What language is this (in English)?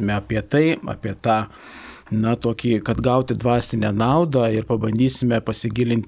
Lithuanian